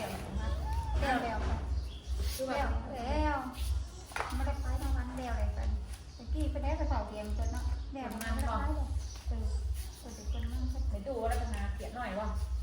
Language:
Northeastern Thai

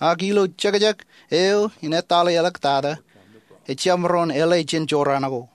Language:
Marshallese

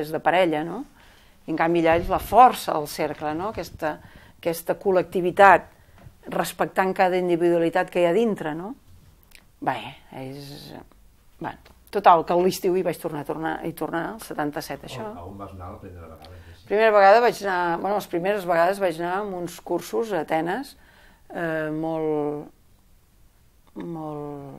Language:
Catalan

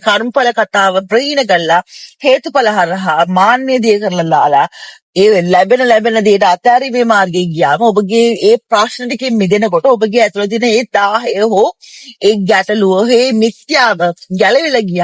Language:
Sinhala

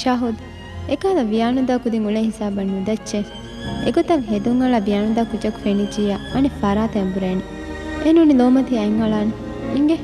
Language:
Divehi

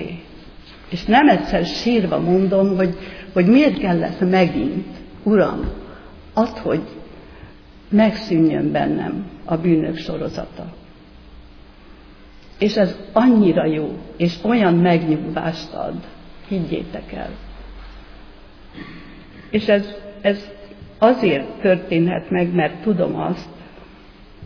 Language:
Hungarian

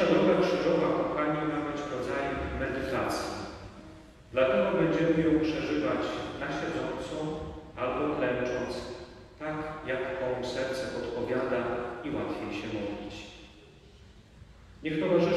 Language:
Polish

